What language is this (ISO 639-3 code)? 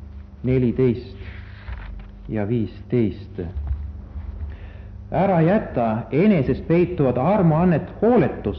est